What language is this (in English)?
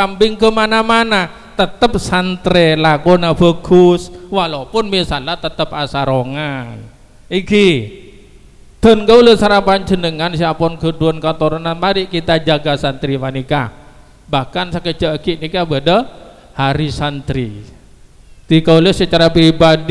Madurese